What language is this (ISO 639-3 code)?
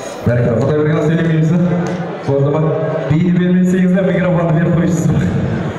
kaz